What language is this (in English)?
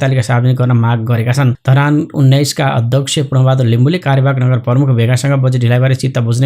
Nepali